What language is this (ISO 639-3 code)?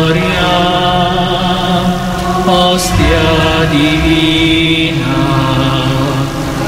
ita